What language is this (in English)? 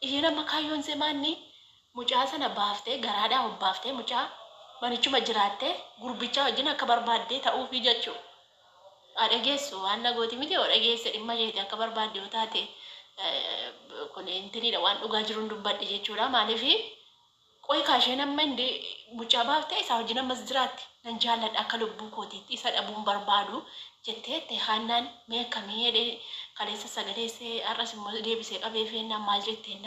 Oromo